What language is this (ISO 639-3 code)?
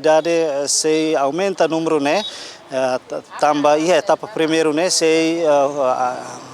tet